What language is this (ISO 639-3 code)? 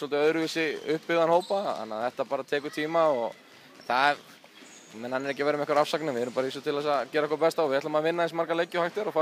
isl